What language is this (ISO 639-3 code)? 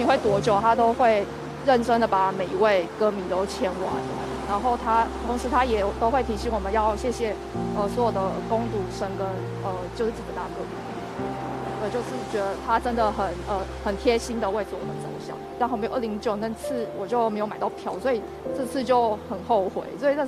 zho